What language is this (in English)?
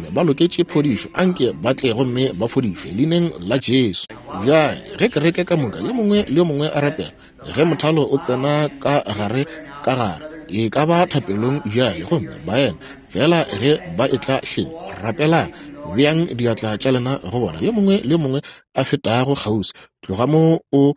Northern Sotho